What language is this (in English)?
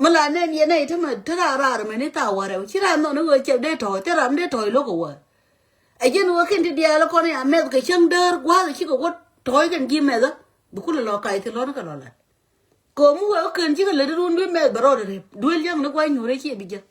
Nuer